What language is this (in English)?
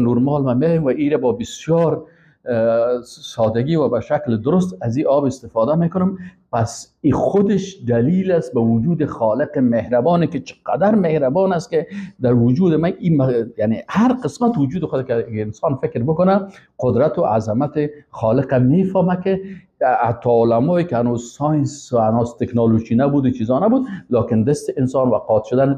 Persian